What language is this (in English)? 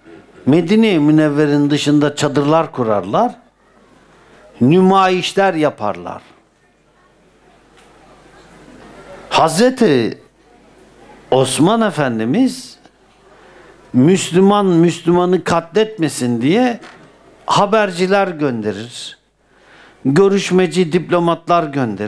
Turkish